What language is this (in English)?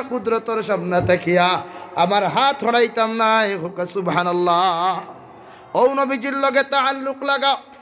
Sylheti